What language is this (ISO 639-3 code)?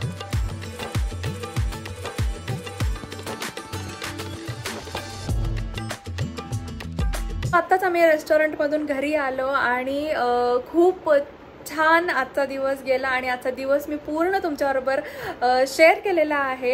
mar